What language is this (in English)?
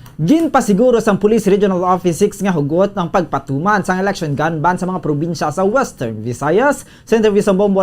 Hiligaynon